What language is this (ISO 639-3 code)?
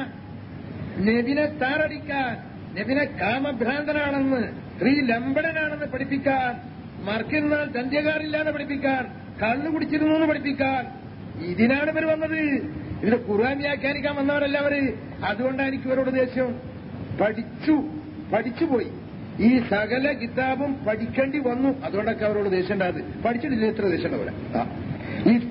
mal